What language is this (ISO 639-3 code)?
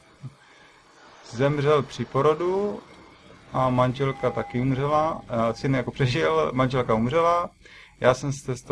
ces